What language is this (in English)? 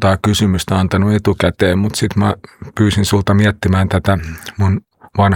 Finnish